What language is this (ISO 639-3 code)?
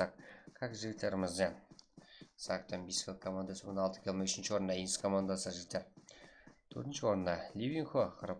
kaa